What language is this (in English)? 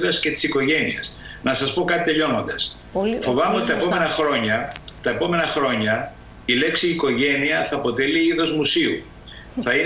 Greek